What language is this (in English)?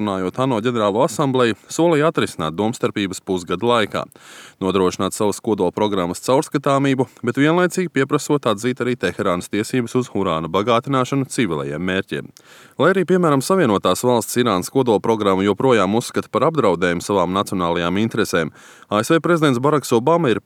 Latvian